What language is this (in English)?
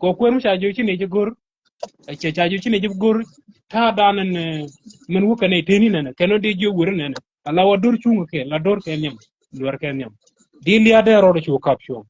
Nuer